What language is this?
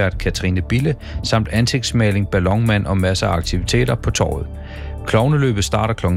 Danish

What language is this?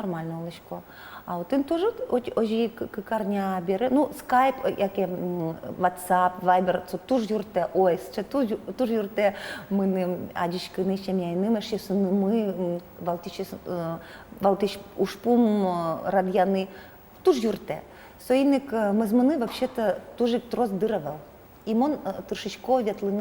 Udmurt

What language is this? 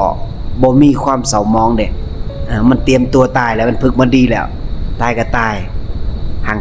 Lao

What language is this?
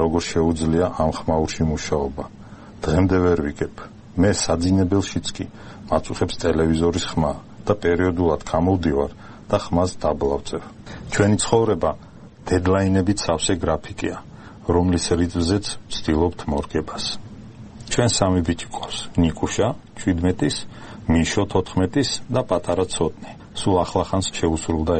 Georgian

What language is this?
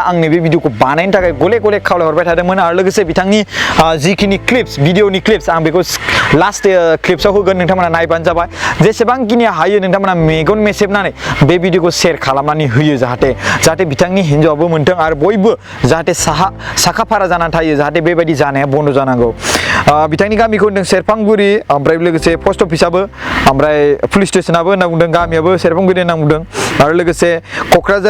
Bodo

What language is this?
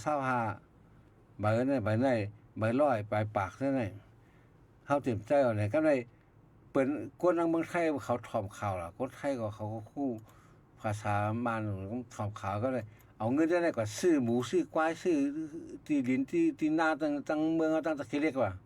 Shan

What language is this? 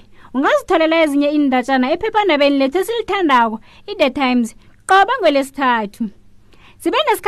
South Ndebele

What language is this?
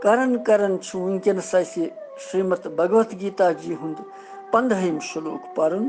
Kashmiri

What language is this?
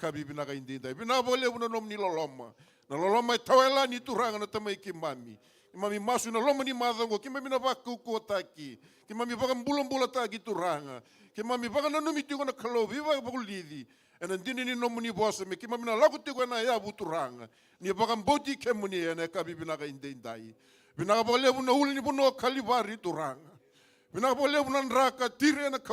Fijian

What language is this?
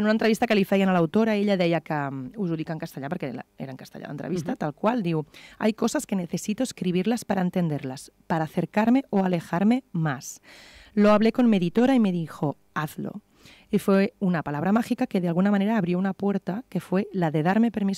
Catalan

